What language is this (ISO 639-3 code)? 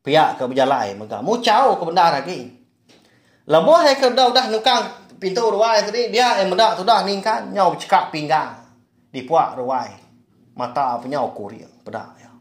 iba